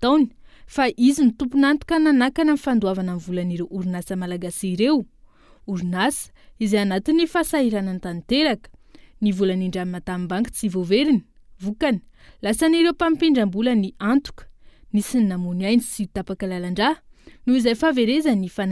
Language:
Malagasy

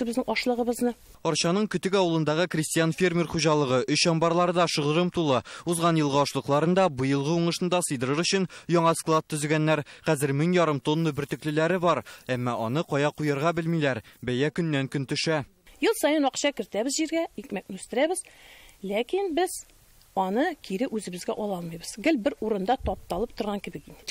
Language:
Tatar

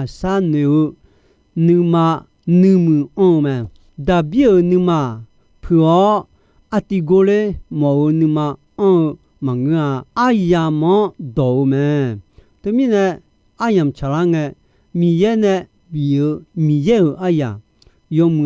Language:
Akha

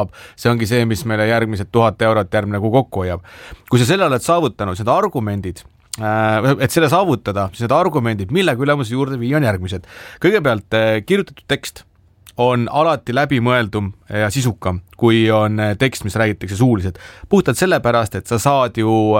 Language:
Estonian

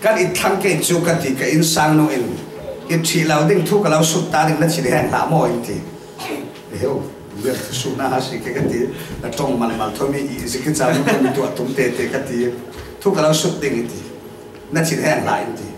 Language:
Falam Chin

